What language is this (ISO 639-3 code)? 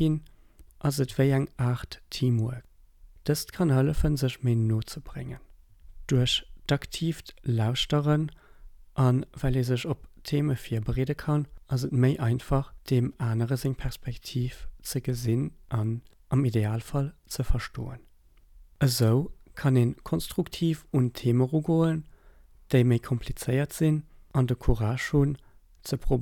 ltz